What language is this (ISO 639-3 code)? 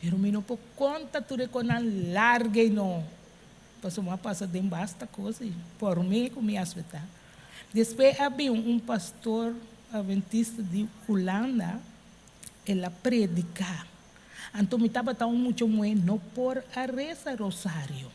pap